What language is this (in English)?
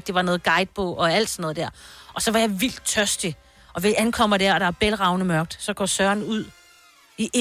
Danish